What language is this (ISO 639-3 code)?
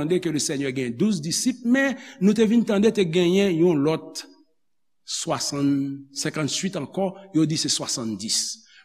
hat